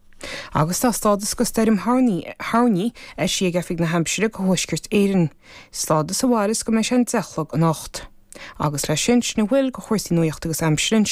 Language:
Irish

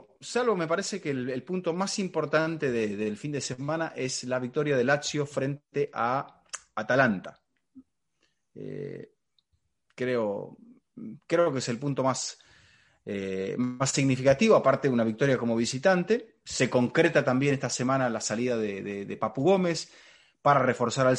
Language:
Spanish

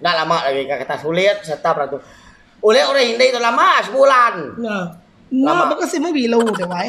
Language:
Iban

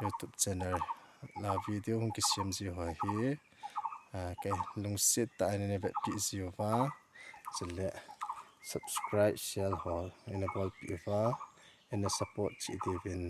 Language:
Thado Chin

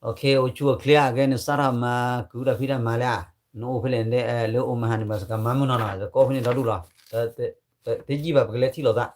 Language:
S'gaw Karen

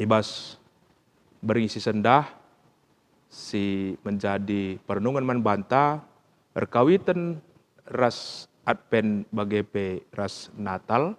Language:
Batak Karo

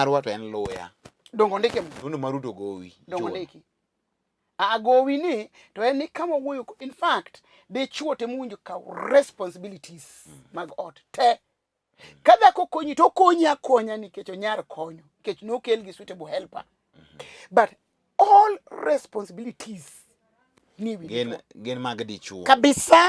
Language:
Luo (Kenya and Tanzania)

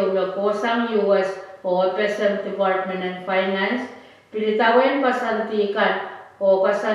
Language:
Pohnpeian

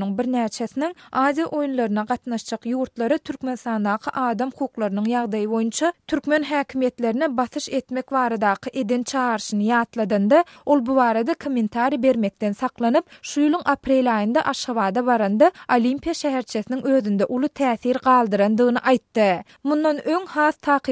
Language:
Turkmen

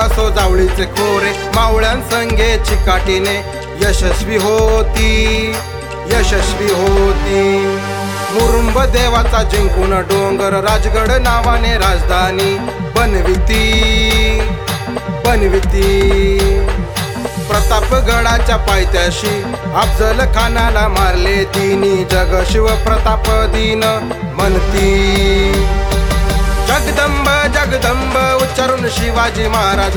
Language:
Marathi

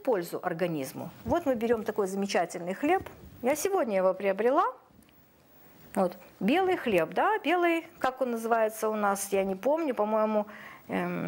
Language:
Russian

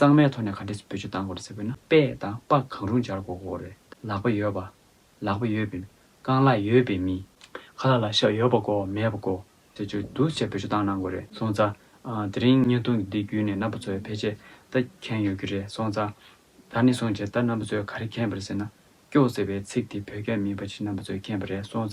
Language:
Tibetan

